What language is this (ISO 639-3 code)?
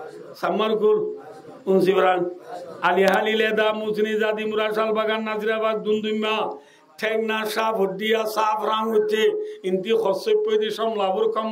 rhg